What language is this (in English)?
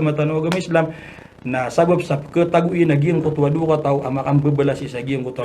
Maranao